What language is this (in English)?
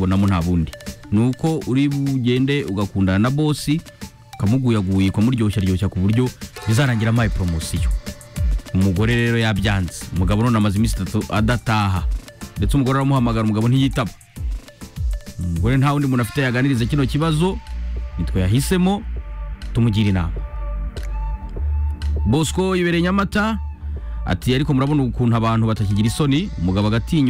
Kinyarwanda